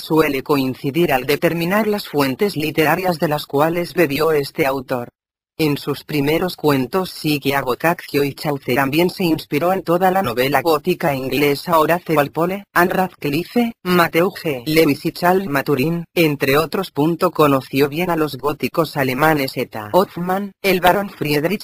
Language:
Spanish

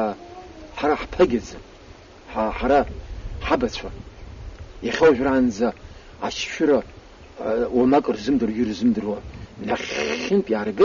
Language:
Abkhazian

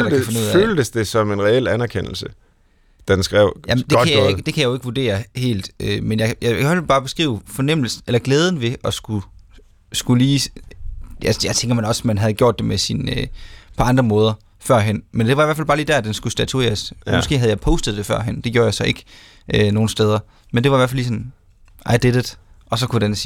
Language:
Danish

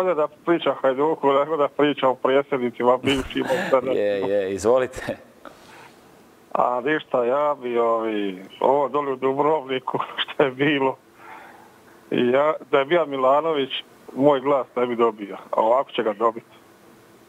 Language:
Croatian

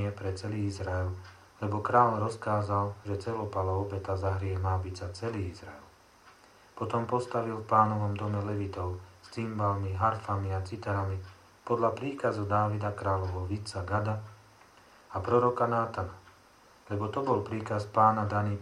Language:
Slovak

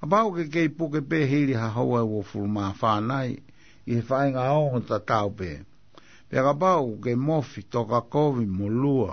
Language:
Tongan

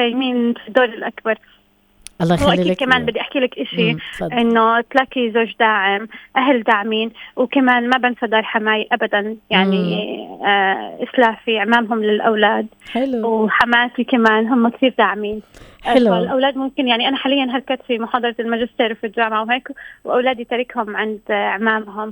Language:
North Levantine Arabic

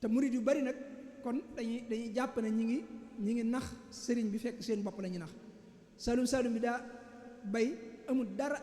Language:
Wolof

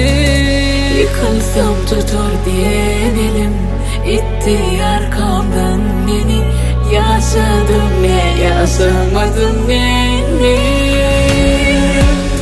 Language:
Turkish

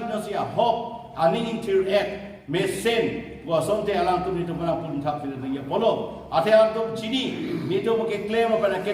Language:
Karbi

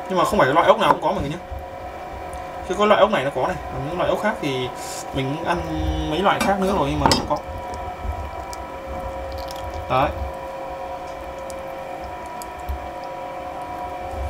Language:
Vietnamese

